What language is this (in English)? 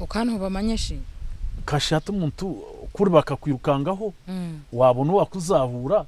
Nyankole